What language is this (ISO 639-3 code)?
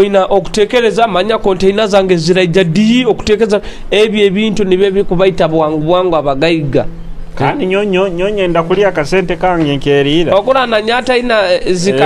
nyo